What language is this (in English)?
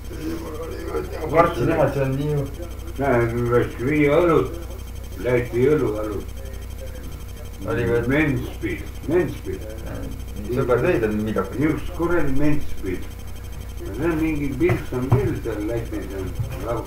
Estonian